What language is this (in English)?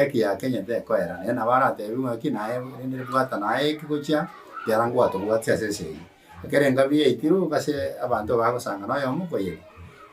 Gusii